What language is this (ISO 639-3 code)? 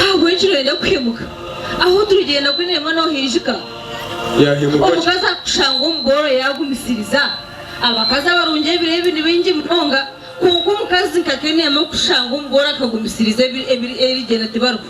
nyn